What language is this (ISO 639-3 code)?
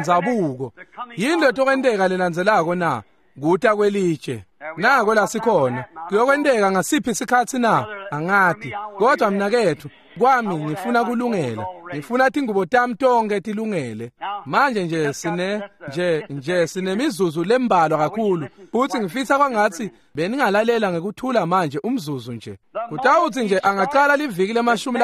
ssw